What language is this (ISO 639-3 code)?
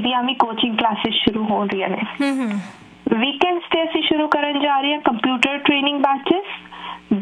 pan